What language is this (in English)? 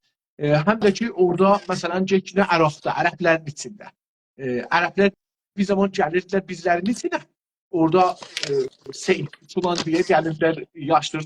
South Azerbaijani